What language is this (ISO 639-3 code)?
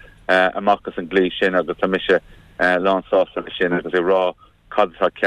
gle